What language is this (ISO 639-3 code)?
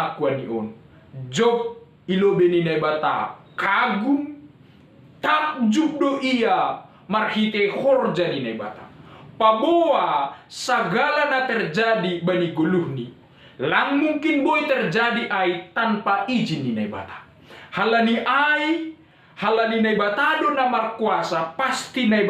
bts